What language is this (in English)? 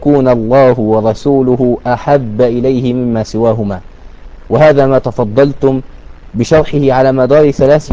Arabic